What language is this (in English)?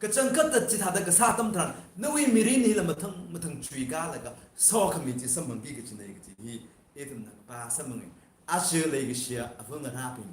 Tangkhul Naga (India)